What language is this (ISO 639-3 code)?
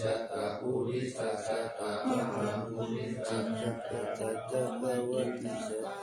pli